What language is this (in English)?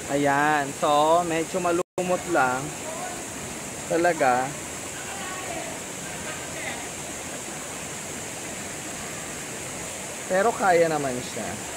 Filipino